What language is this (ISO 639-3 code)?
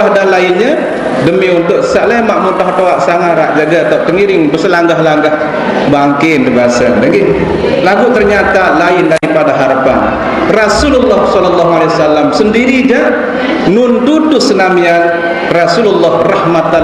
sas